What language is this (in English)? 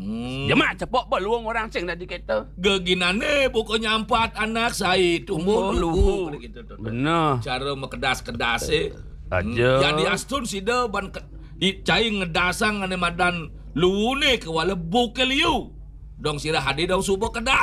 Balinese